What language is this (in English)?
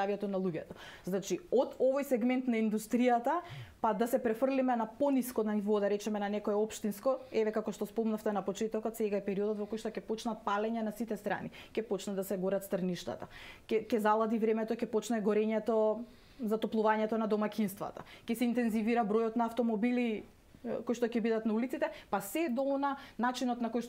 Macedonian